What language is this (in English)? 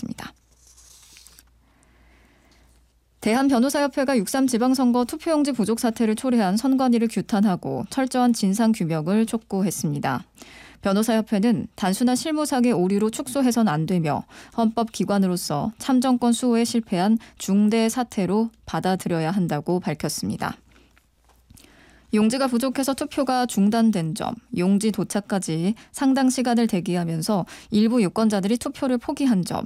Korean